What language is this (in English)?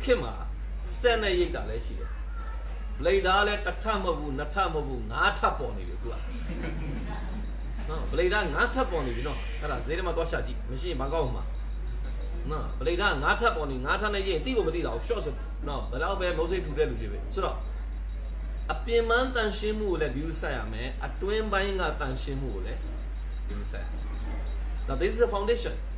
Burmese